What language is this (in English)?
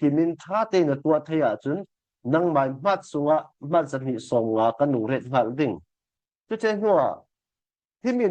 Falam Chin